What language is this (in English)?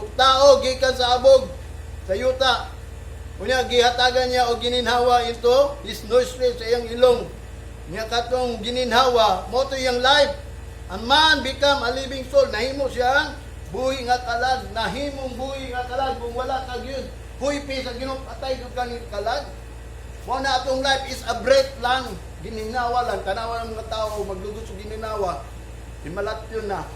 Cebuano